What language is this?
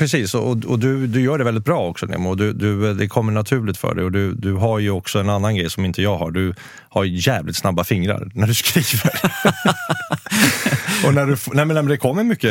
Swedish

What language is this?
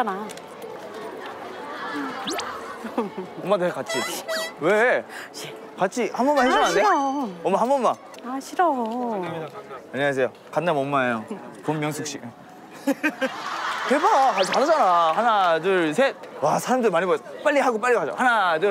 Korean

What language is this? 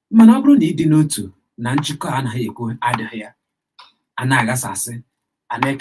Igbo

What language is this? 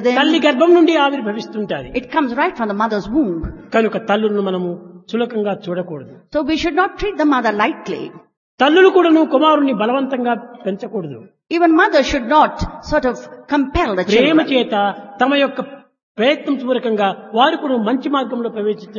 Telugu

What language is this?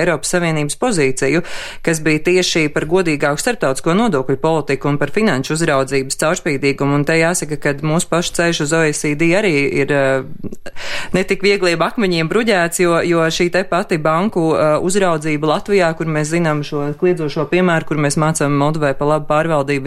Latvian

